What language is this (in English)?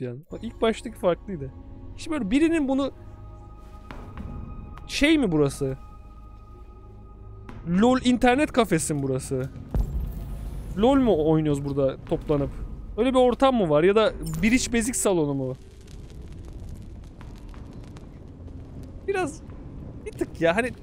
Turkish